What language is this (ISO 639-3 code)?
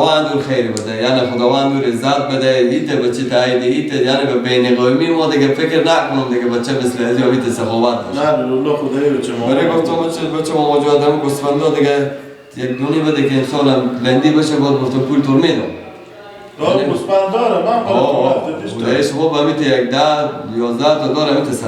fas